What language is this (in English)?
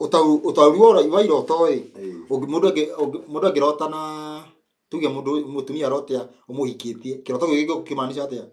Kikuyu